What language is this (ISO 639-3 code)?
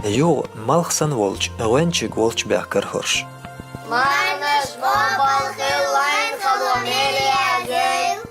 che